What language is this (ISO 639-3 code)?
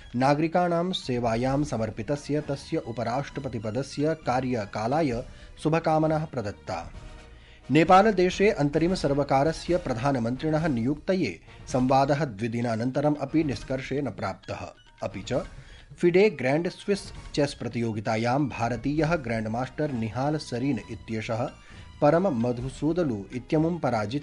san